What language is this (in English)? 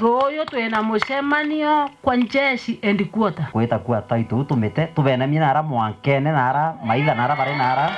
Meru